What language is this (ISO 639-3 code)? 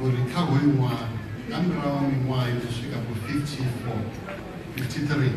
ven